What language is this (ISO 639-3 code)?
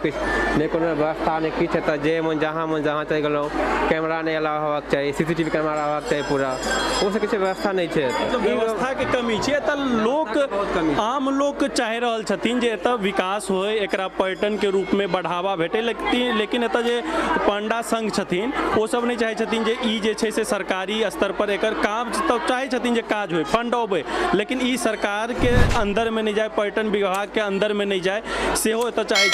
mai